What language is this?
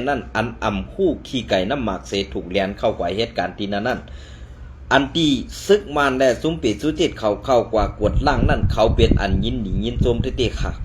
Shan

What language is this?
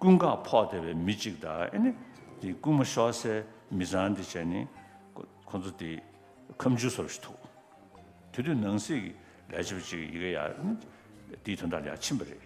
Tibetan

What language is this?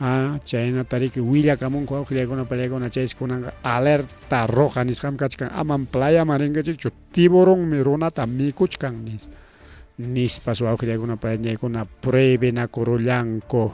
Ayacucho Quechua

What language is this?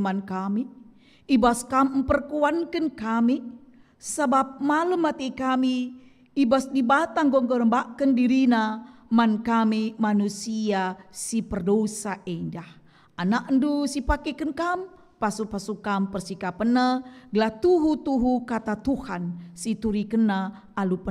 Batak Karo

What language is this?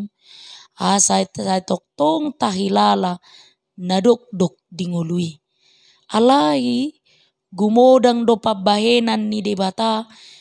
Batak Toba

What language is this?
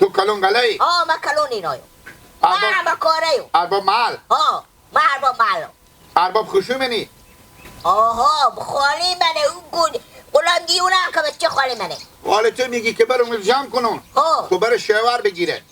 Persian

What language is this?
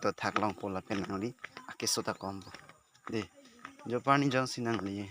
Karbi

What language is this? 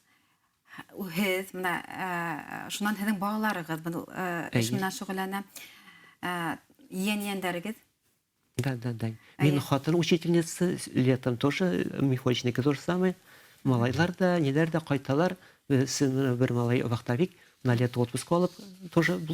Bashkir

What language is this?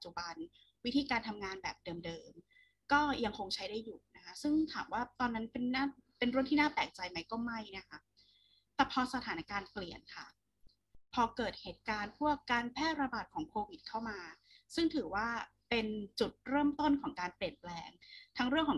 Thai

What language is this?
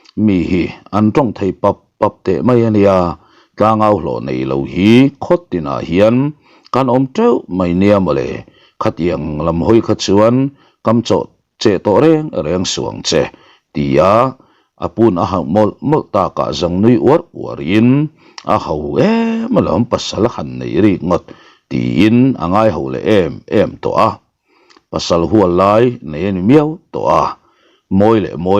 Mizo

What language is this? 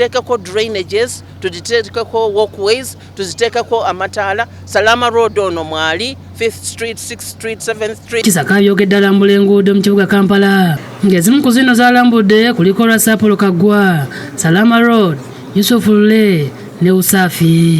Ganda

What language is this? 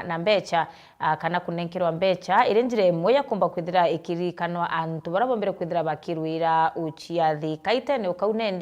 Meru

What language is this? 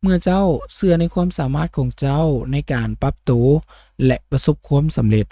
Lao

